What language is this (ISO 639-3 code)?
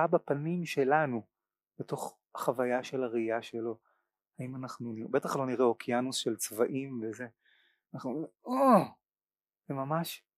heb